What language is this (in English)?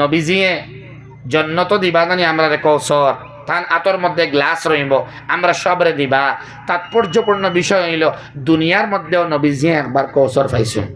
Sylheti